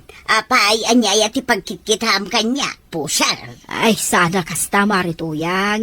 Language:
Iloko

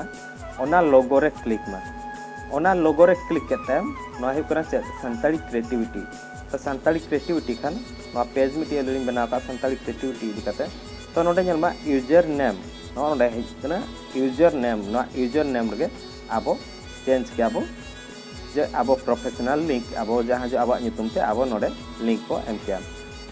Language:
Santali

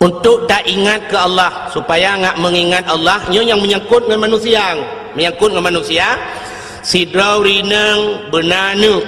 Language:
Achinese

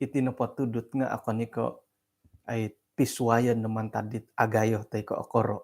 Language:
Central Dusun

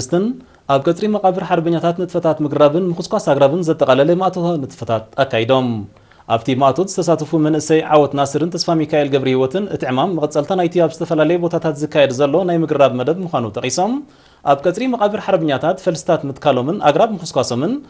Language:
Tigrinya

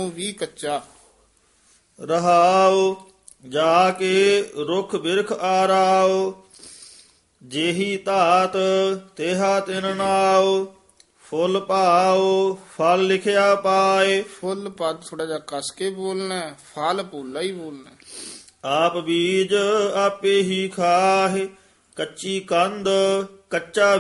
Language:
Punjabi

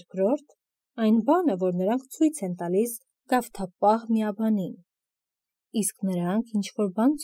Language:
Armenian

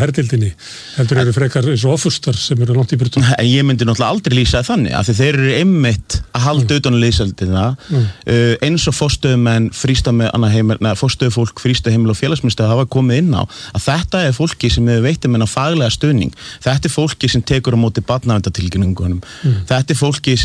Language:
Icelandic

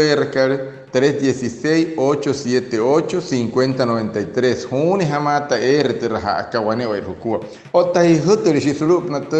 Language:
Wayuu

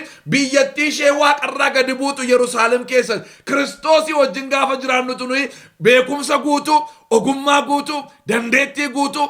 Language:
Oromo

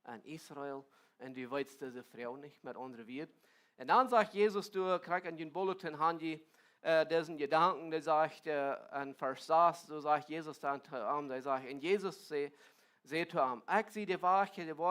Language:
Plautdietsch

